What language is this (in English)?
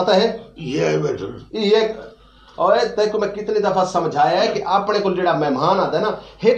Saraiki